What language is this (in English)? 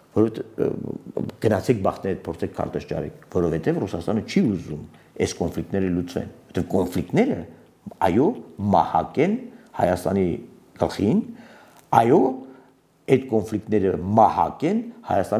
Armenian